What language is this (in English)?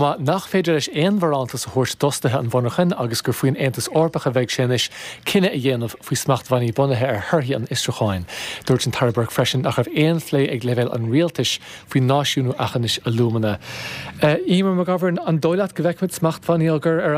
Irish